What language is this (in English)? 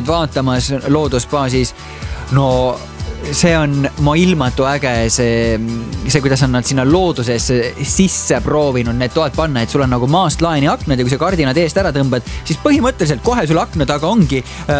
Estonian